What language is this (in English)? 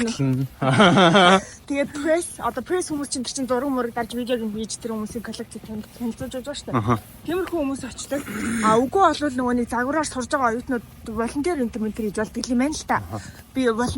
Mongolian